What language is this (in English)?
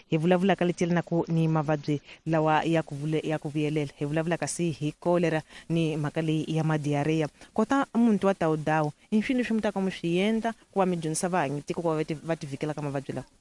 Tsonga